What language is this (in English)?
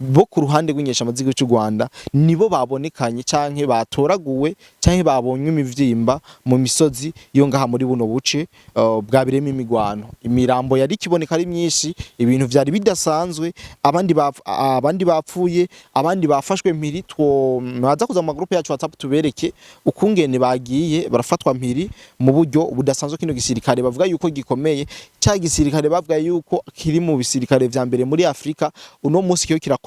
Rundi